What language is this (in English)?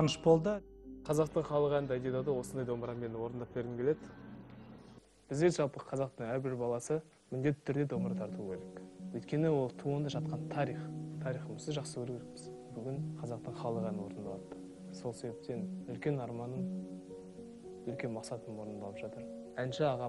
Kazakh